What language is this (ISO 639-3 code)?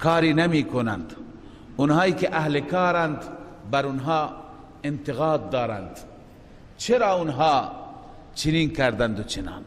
fas